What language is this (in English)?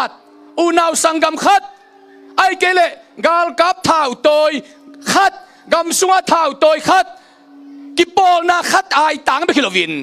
Tedim Chin